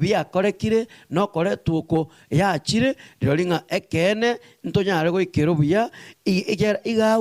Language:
Gusii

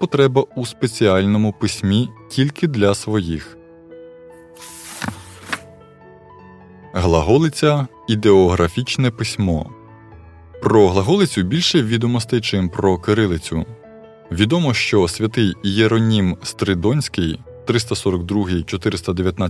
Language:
Ukrainian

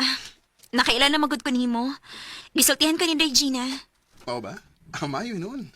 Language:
Cebuano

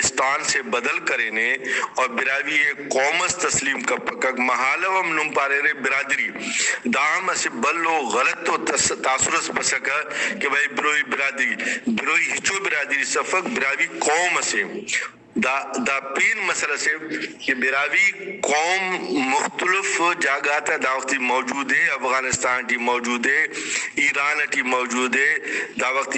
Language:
Brahui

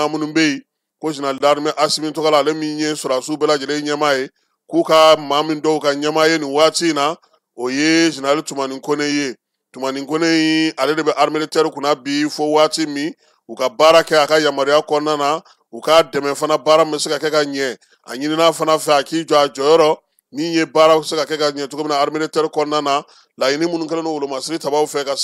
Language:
Bambara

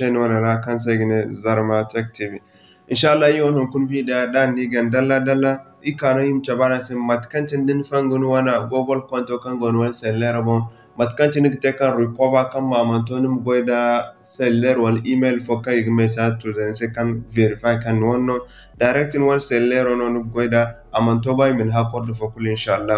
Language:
Zarma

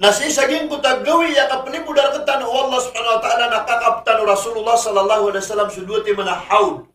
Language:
Maranao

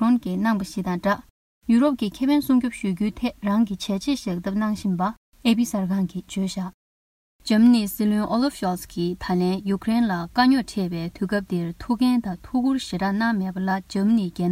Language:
Tibetan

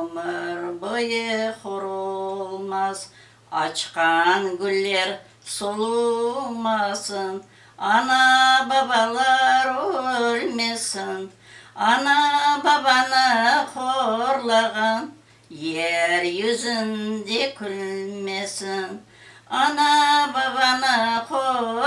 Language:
Crimean Tatar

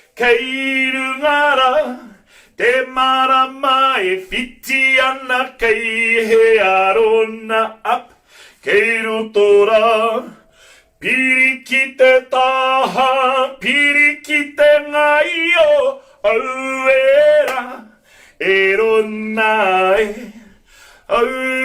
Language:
Māori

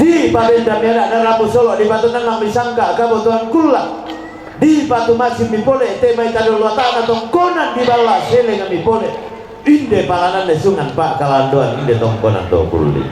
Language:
Toraja-Sa'dan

